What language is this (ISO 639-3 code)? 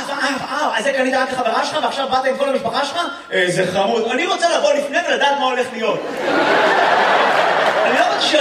heb